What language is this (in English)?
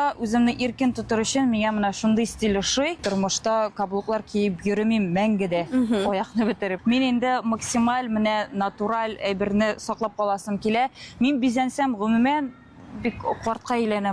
Tatar